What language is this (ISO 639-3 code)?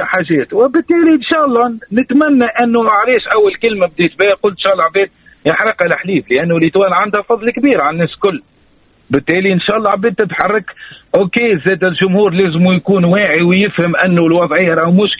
aeb